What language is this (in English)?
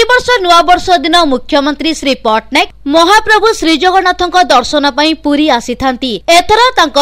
Odia